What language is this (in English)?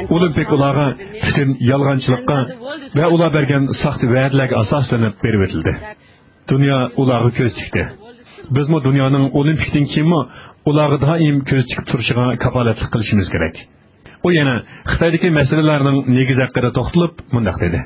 Uyghur